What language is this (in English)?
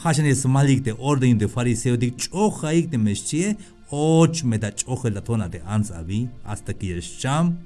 Tzeltal